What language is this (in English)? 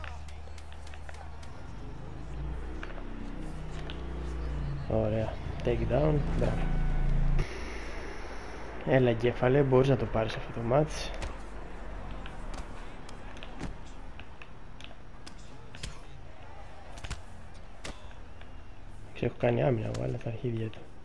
Greek